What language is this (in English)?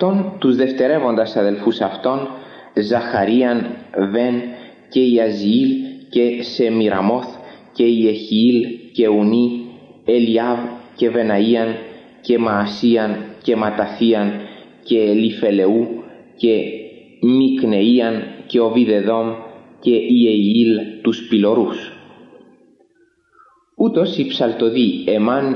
Greek